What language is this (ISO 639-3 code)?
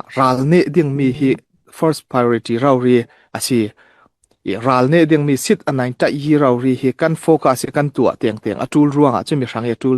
cfm